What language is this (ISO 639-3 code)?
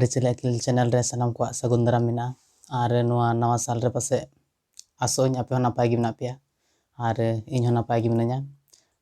sat